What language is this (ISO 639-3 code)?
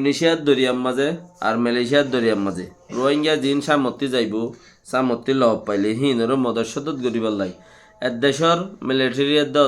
rhg